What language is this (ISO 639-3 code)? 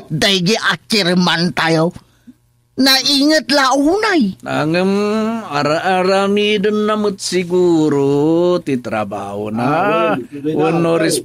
ilo